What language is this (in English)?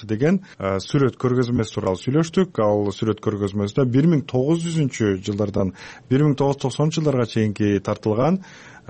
Kyrgyz